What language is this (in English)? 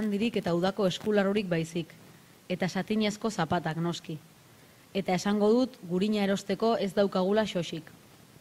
Basque